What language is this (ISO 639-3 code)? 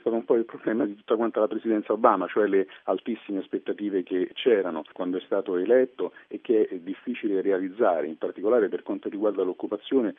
ita